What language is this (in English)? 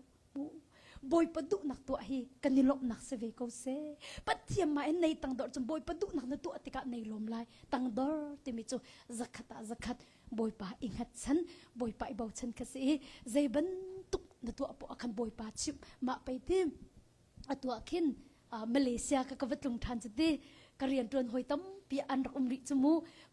Hakha Chin